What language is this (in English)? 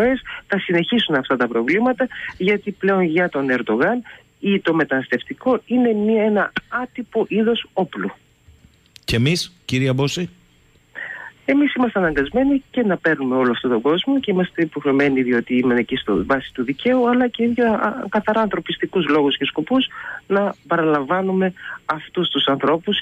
Greek